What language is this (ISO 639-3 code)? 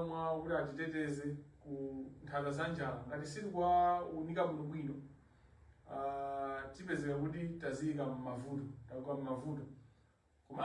nya